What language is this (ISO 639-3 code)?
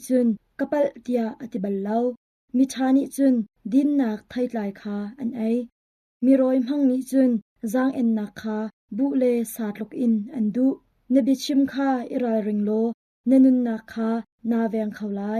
cnh